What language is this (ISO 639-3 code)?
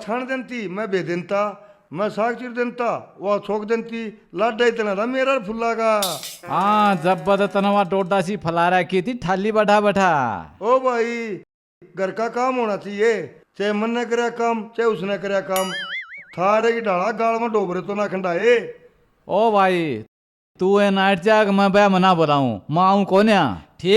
bgc